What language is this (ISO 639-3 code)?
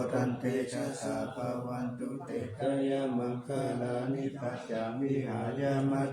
pli